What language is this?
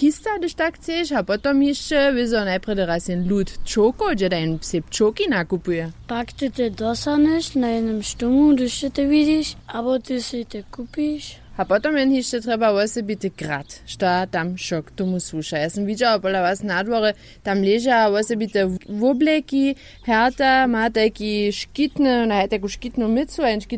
Upper Sorbian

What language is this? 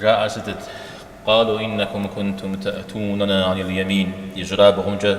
Kabardian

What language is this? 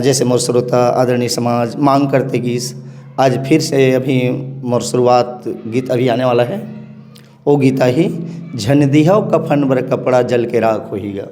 Chhattisgarhi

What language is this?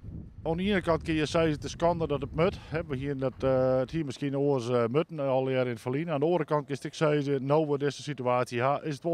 Western Frisian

